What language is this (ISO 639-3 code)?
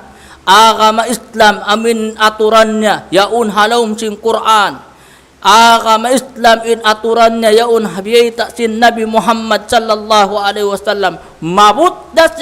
tsg